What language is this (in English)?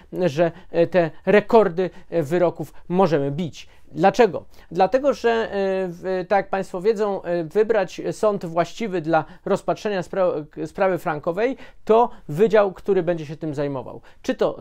Polish